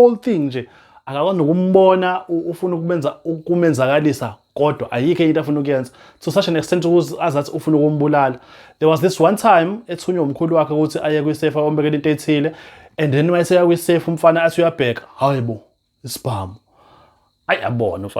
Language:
Zulu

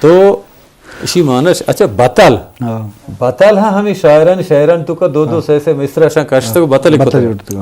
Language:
Eastern Balochi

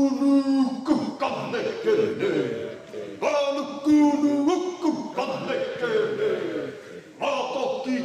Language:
Māori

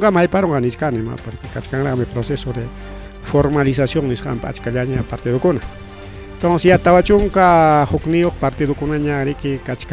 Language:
Ayacucho Quechua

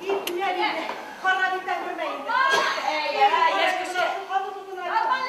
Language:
Bashkir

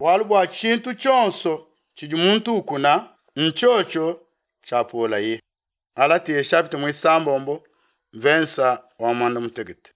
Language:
Luba-Lulua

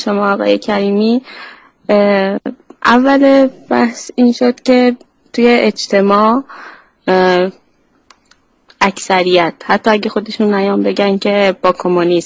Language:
Persian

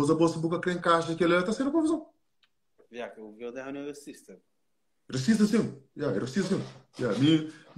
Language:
Kabuverdianu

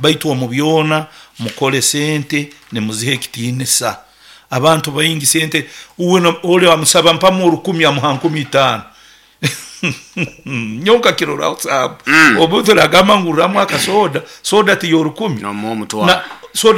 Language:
Nyoro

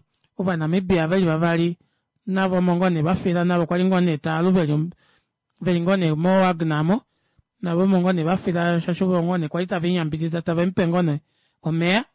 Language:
Kuanyama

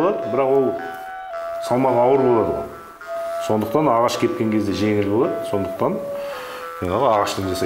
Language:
Kazakh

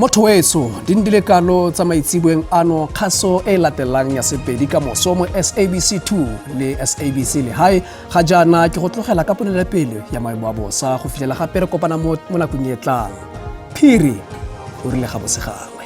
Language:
Tswana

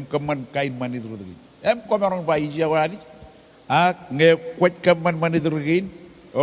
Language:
Marshallese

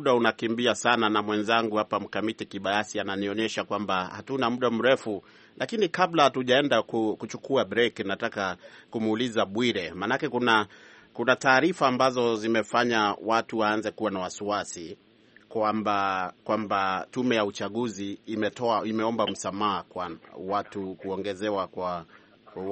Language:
Swahili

